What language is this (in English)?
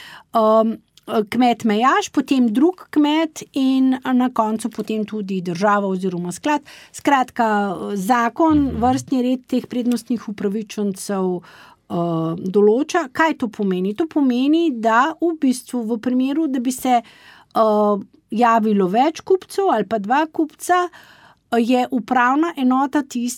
Slovenian